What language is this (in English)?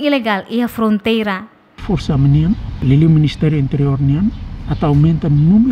Tetum